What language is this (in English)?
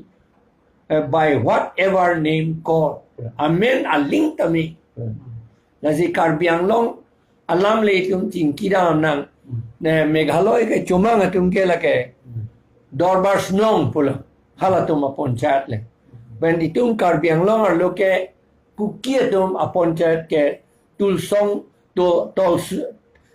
Karbi